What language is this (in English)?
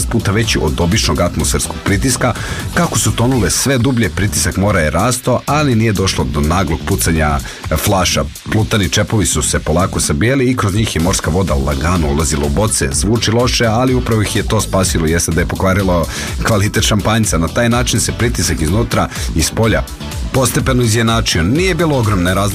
Serbian